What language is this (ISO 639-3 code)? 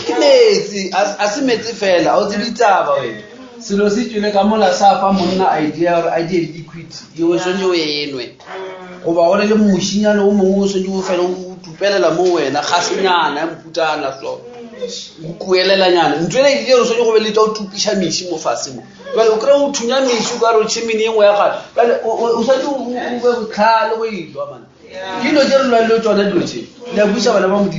nso